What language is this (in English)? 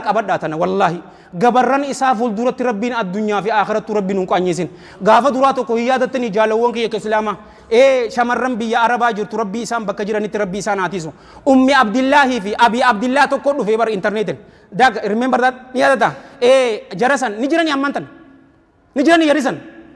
Oromo